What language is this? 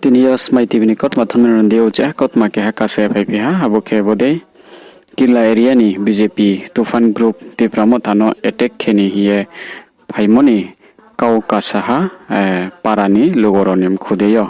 Riang (India)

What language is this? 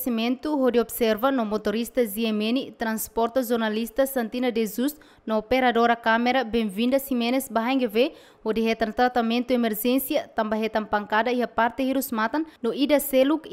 Tetum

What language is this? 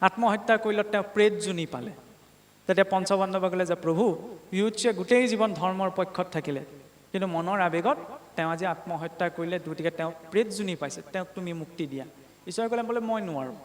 Assamese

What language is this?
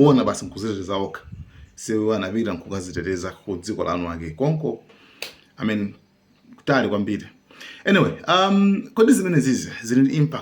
Nyanja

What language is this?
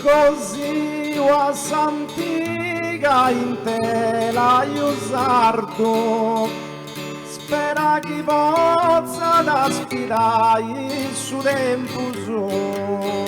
Sardinian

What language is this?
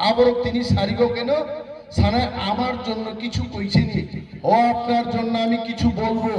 Kok Borok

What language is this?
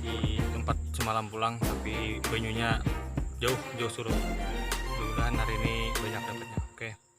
Banjar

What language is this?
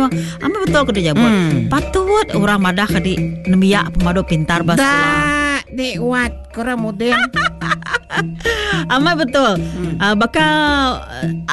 Iban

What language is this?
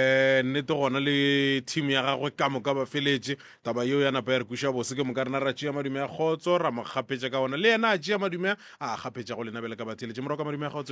Northern Sotho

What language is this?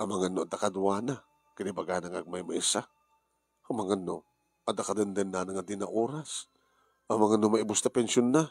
Iloko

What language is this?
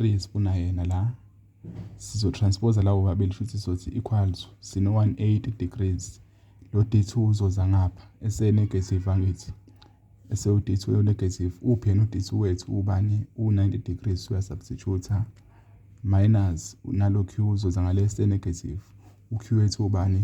Zulu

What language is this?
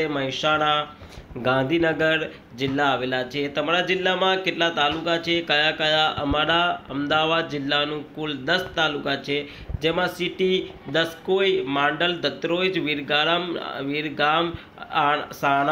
Gujarati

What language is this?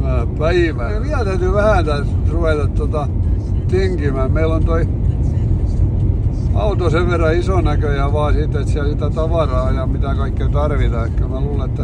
Finnish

